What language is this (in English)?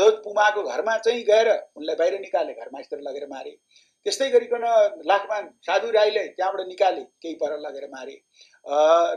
Nepali